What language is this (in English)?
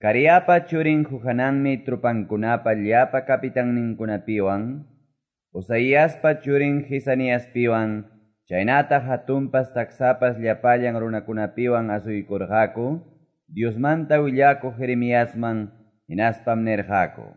Quechua